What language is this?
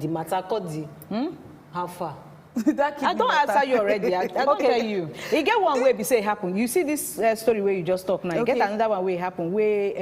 Nigerian Pidgin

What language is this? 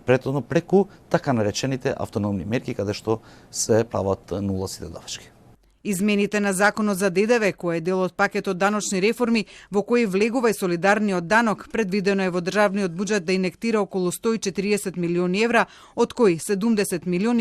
Macedonian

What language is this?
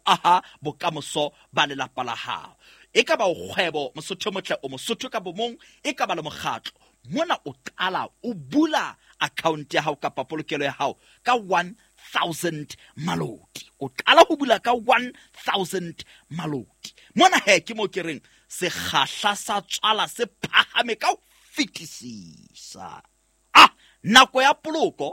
Southern Sotho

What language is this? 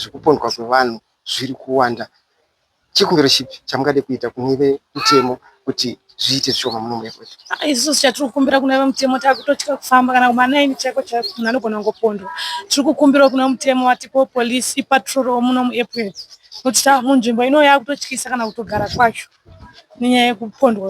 Shona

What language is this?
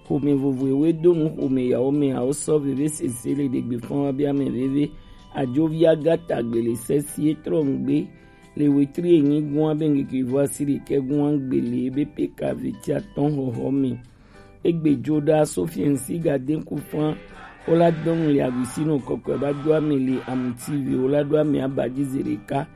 Gen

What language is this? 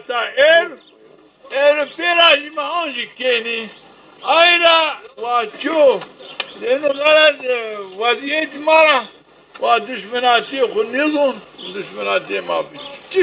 Zaza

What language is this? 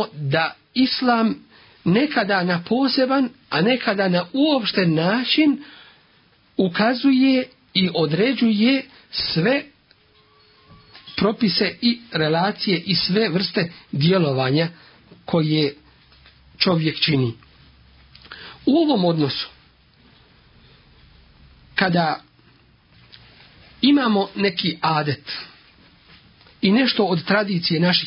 Bosnian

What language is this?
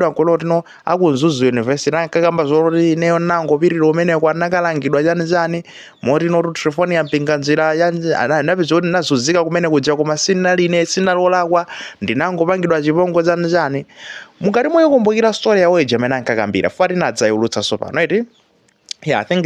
Nyanja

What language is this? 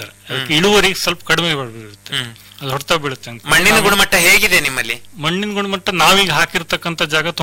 Kannada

